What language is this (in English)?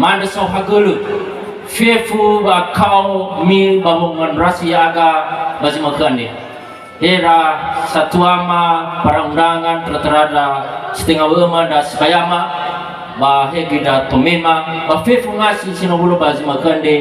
Nias